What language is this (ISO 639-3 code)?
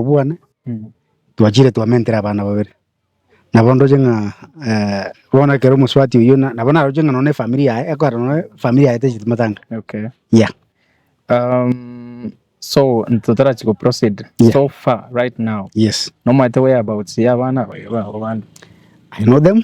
guz